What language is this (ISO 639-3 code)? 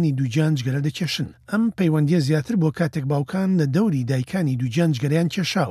ckb